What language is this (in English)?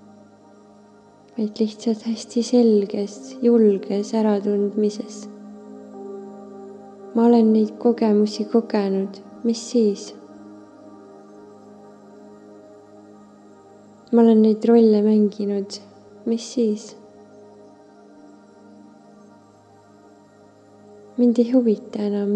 Estonian